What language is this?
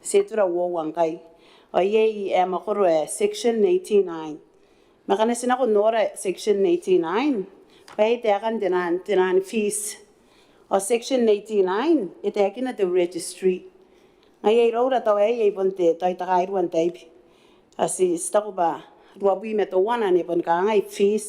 Gilbertese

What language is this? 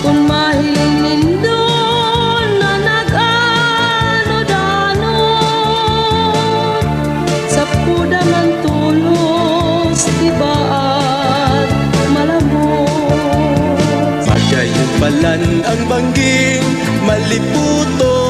Bikol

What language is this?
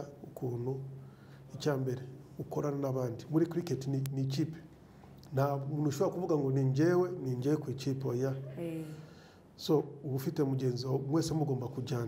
Kinyarwanda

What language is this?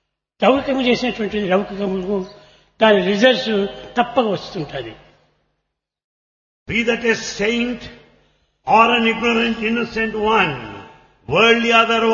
Telugu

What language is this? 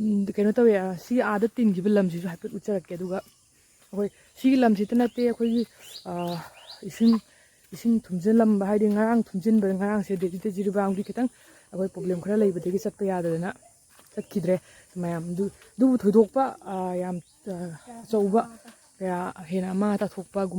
Manipuri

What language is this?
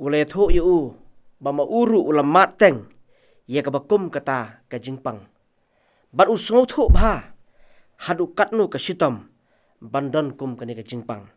Khasi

